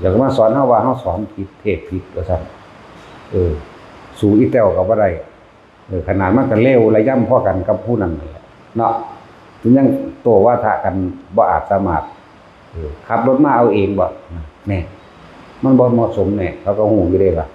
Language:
Northeastern Thai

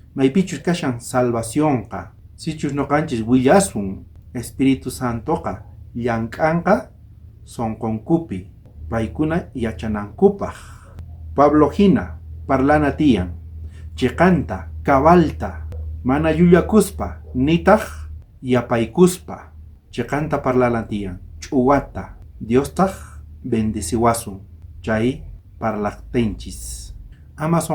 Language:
South Bolivian Quechua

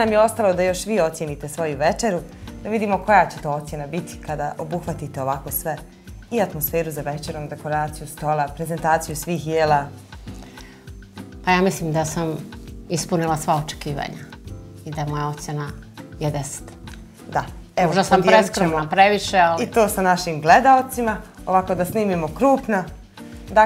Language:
Bosnian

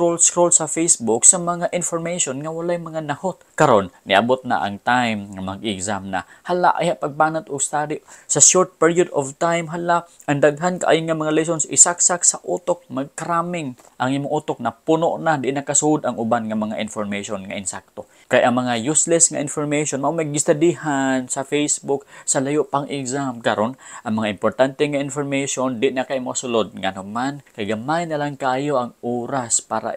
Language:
Cebuano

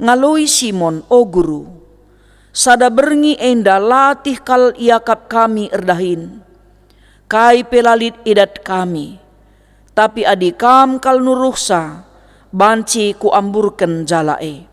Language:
Batak Karo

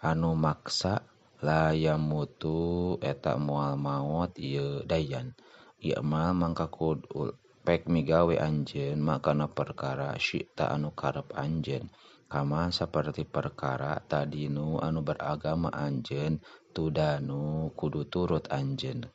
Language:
Sundanese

